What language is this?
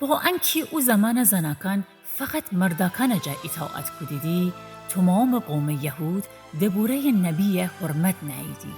Gilaki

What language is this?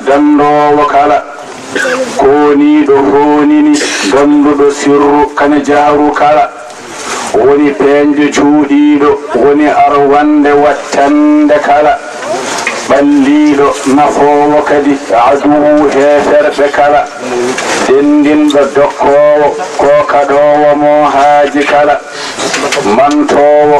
Fula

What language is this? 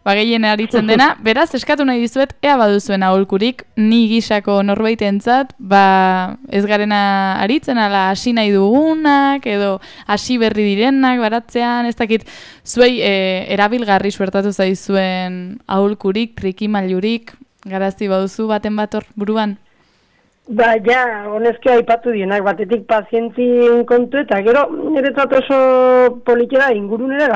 Basque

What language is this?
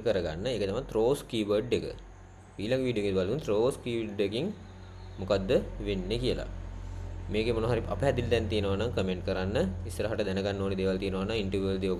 Sinhala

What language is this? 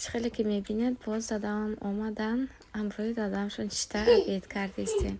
Tajik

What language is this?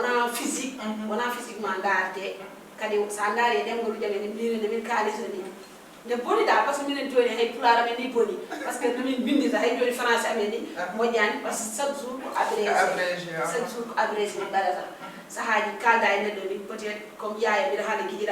Fula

